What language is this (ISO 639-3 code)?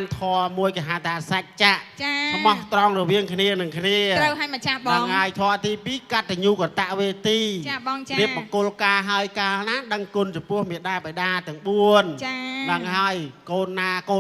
khm